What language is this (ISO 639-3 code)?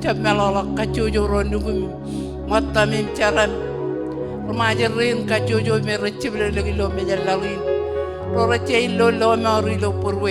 mah